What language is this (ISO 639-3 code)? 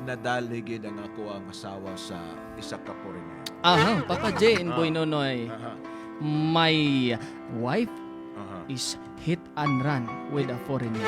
hil